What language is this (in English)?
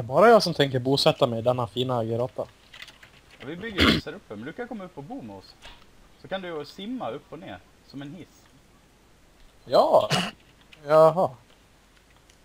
Swedish